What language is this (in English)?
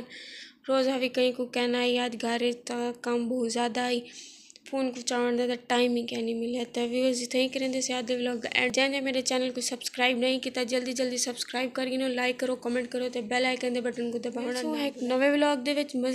Saraiki